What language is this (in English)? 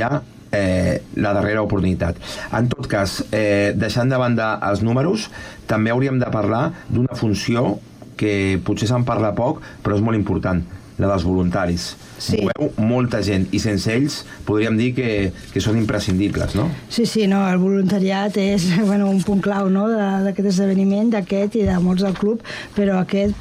Catalan